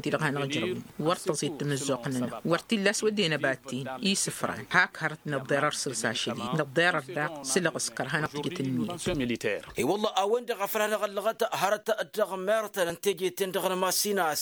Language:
Tamasheq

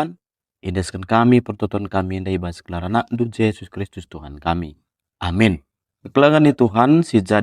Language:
Batak Karo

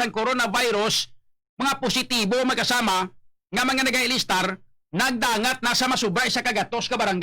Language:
Hiligaynon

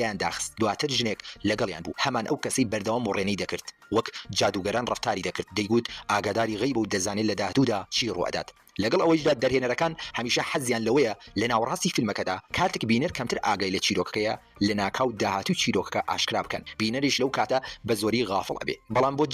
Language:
Central Kurdish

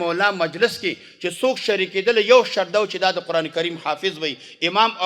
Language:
Pashto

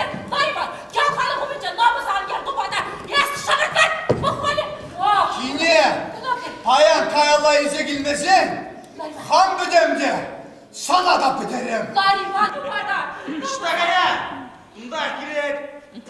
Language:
Chuvash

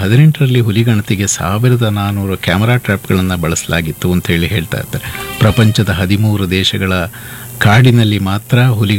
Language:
Kannada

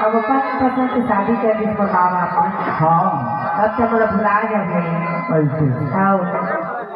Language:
Chhattisgarhi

